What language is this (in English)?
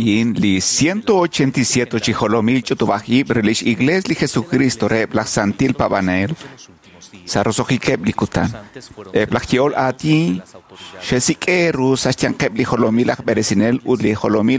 Kekchí